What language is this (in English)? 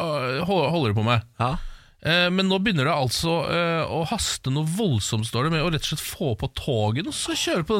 Norwegian